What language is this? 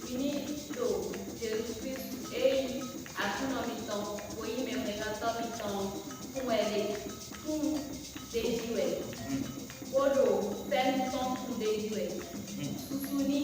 Fon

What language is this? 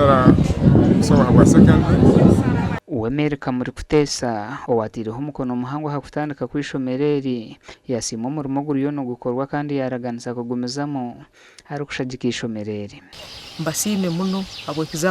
Nyankole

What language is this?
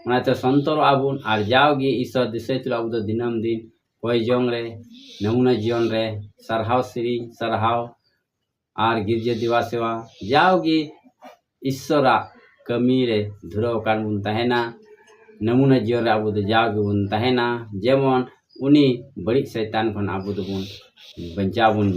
Santali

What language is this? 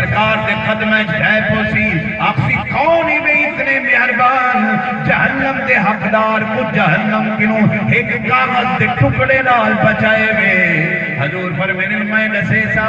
Saraiki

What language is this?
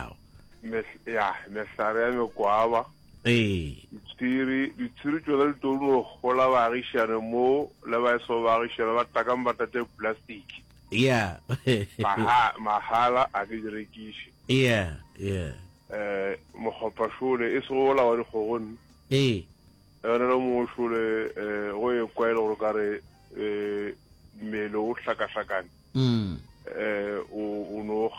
Northern Sotho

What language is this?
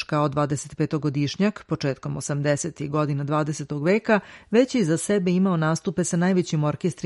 Serbian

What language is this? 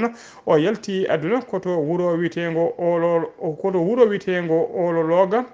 Fula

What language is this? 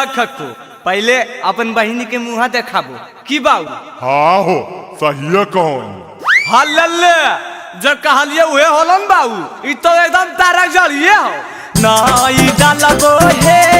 Magahi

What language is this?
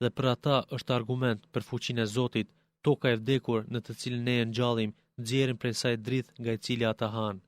Albanian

